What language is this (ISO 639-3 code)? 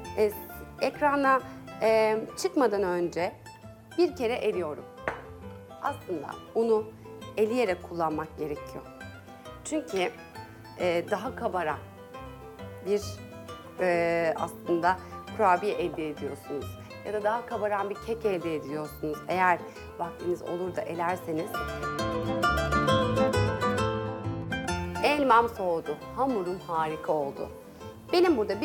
tur